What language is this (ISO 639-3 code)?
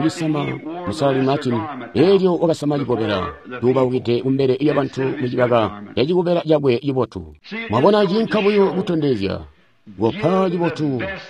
toi